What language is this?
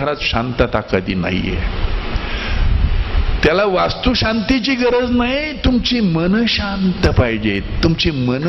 Marathi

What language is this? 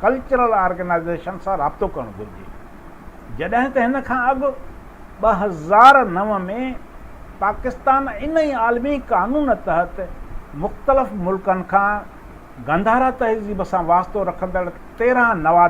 Sindhi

